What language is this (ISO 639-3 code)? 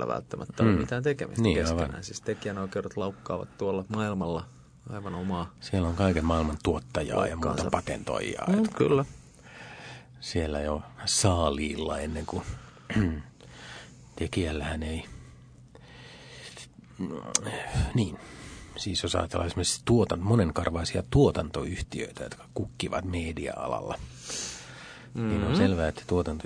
fin